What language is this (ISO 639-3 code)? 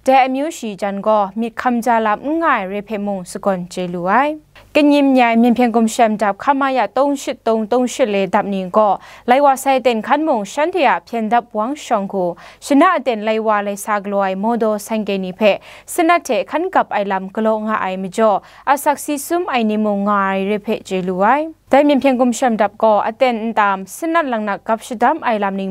kac